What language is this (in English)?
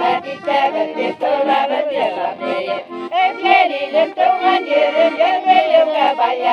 Bashkir